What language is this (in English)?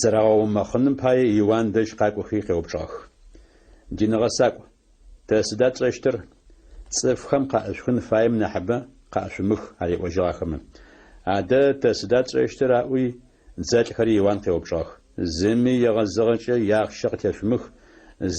Adyghe